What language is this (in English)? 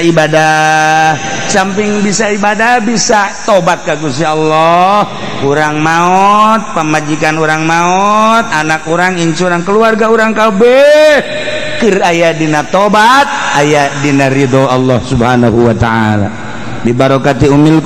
Sundanese